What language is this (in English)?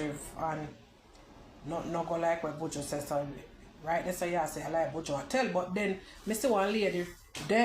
Jamaican Creole English